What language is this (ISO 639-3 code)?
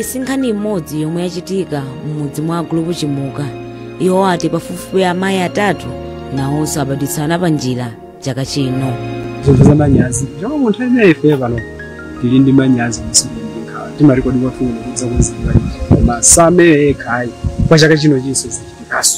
nya